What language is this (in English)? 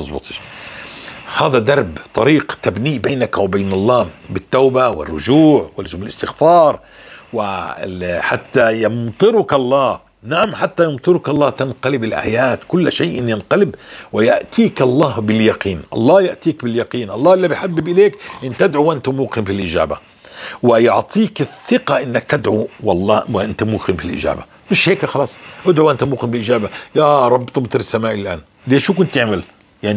North Levantine Arabic